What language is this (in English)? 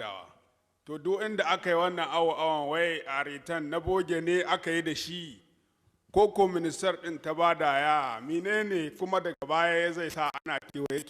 Hausa